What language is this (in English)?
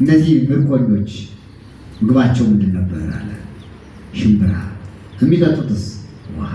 Amharic